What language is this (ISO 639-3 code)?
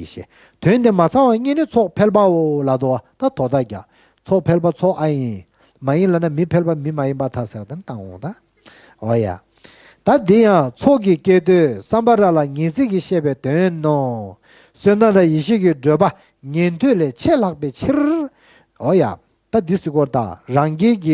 bod